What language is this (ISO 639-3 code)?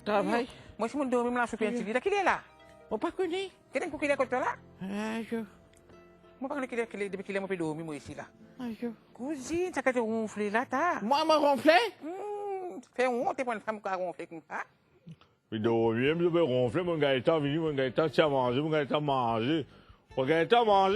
mfe